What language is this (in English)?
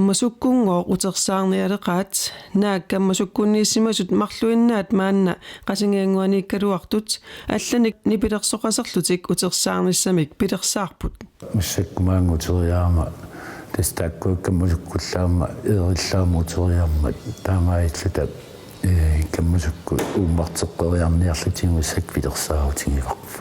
Kalaallisut